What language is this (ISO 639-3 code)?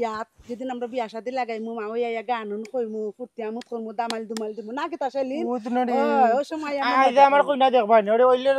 syl